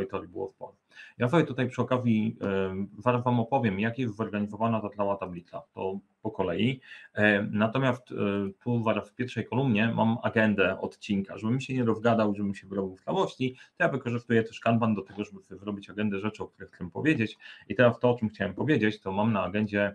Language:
Polish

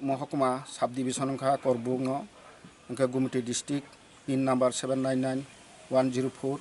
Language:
Kok Borok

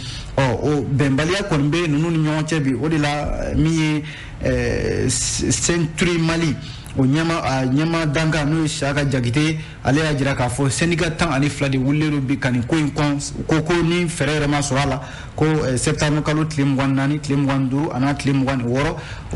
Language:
Bambara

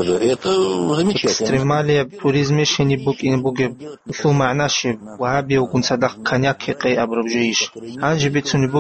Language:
Avaric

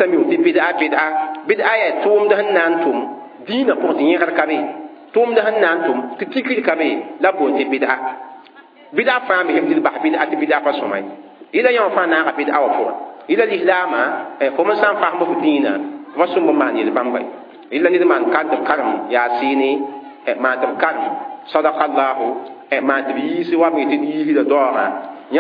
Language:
Mossi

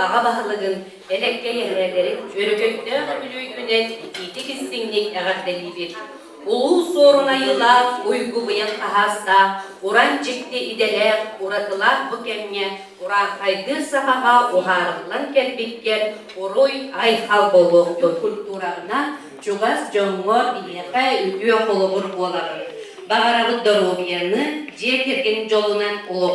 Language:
Yakut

